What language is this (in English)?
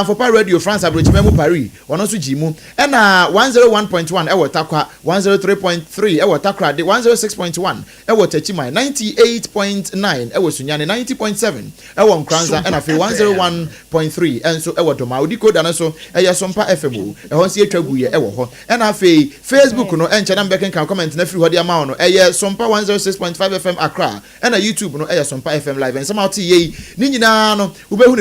Akan